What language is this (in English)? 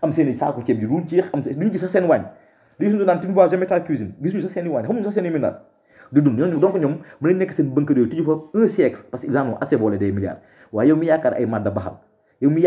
Wolof